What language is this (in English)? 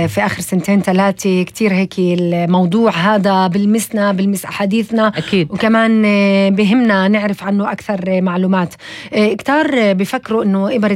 North Levantine Arabic